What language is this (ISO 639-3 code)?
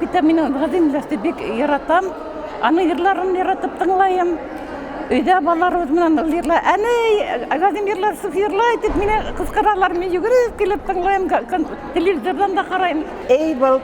bak